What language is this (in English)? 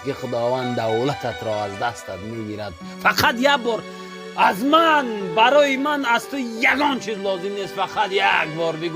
Tajik